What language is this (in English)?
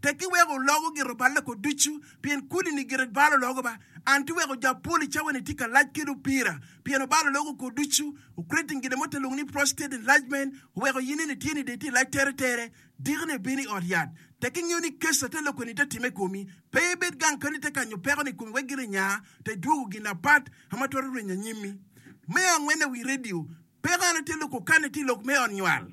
Acoli